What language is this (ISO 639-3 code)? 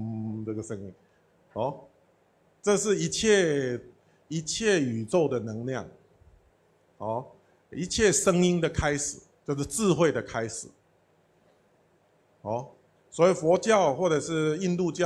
zho